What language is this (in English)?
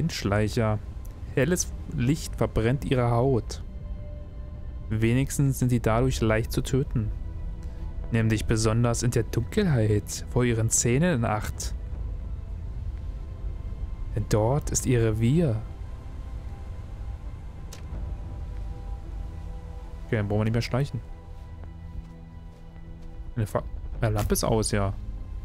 German